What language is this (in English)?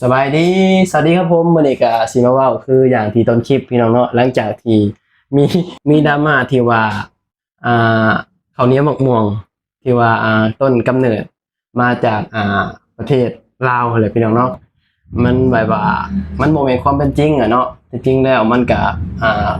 Lao